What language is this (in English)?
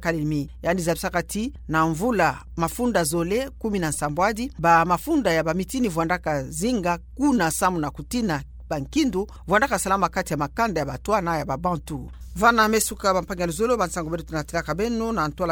Kituba (Democratic Republic of Congo)